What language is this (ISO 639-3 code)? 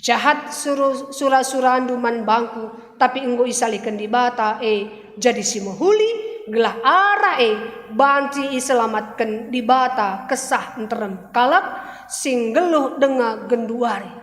btx